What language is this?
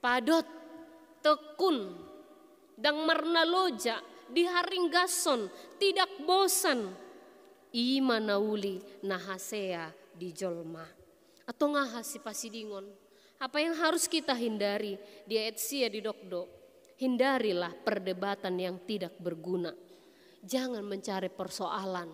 Batak Toba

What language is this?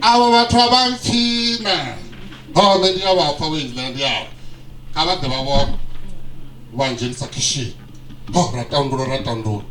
Venda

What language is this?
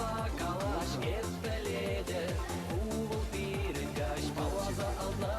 Chuvash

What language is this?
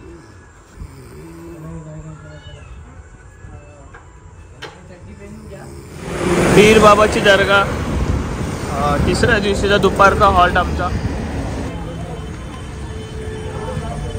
Marathi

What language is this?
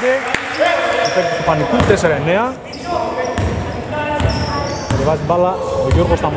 Greek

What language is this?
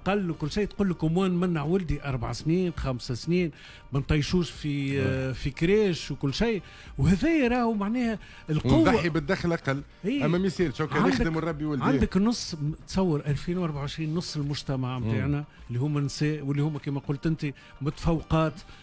Tunisian Arabic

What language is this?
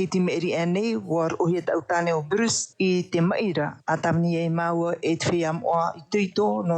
Tahitian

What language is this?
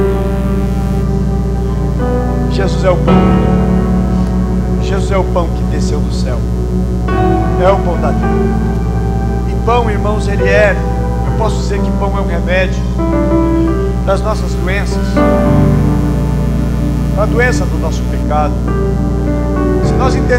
Portuguese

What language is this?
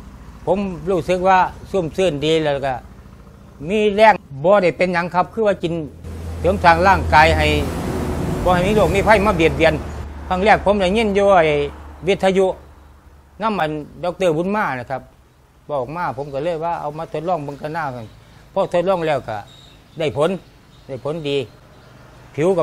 Lao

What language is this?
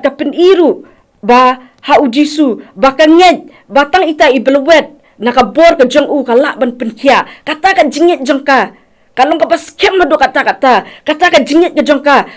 Khasi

